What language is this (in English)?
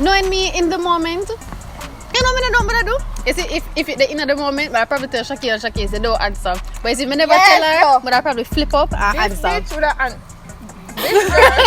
Jamaican Creole English